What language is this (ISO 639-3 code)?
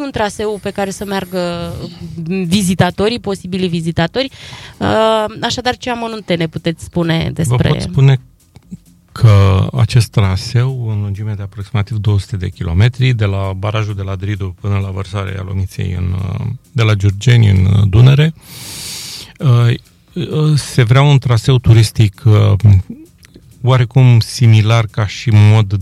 ron